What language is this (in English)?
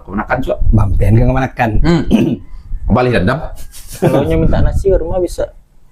Minangkabau